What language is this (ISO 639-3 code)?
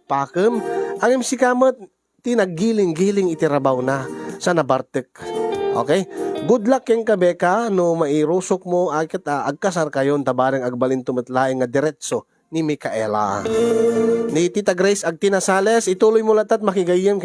ilo